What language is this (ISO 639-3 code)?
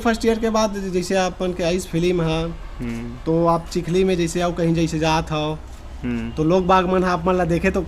hne